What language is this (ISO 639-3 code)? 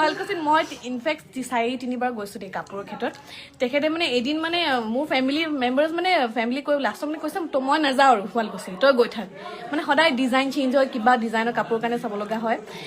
asm